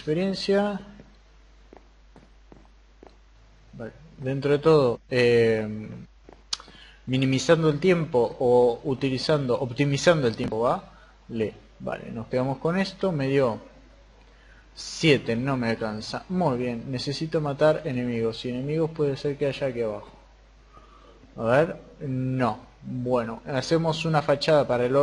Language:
Spanish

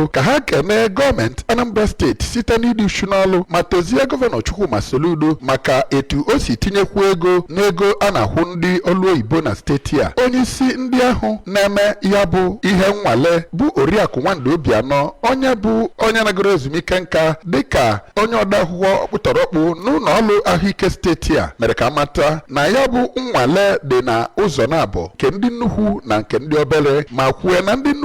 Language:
Igbo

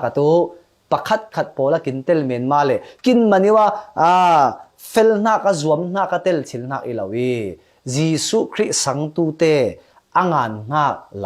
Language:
Falam Chin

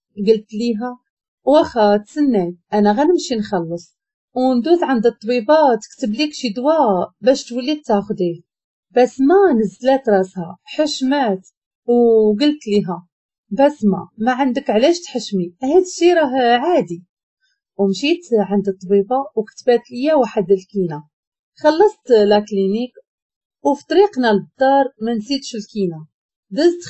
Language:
Moroccan Arabic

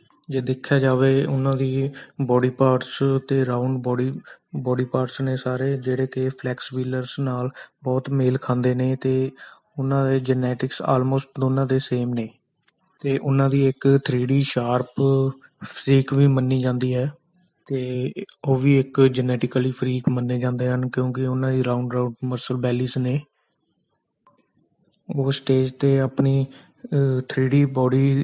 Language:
Punjabi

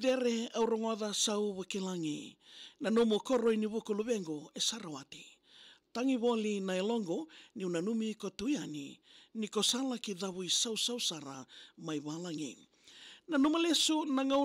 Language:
Fijian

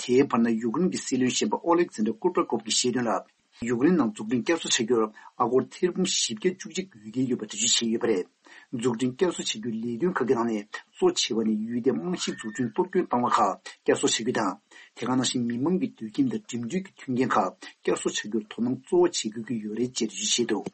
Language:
Tibetan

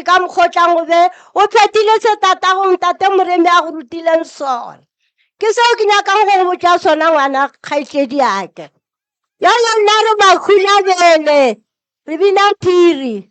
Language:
Northern Sotho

